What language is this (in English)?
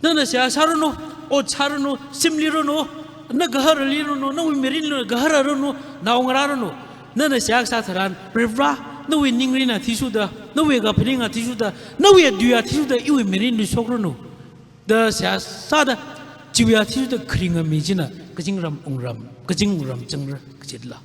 Tangkhul Naga (India)